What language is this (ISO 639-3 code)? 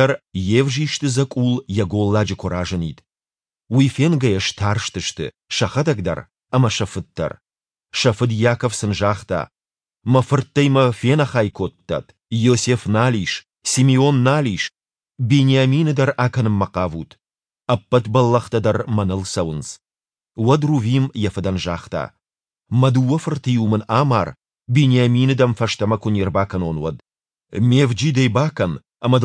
oss